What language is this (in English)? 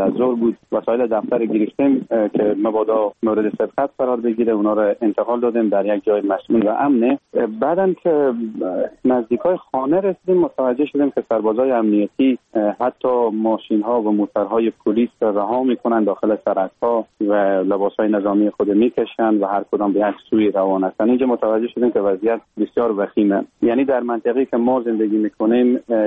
Persian